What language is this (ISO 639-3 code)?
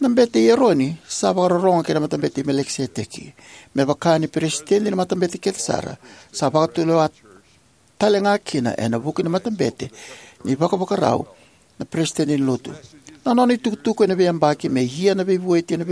fij